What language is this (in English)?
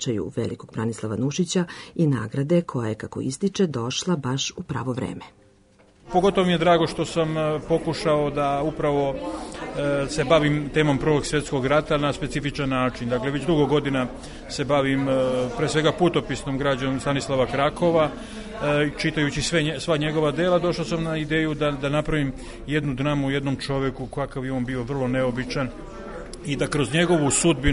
Serbian